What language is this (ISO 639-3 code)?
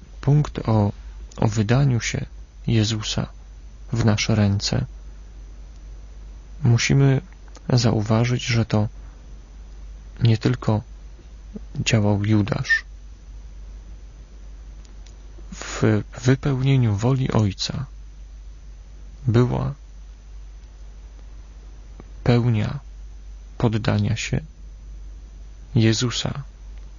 pol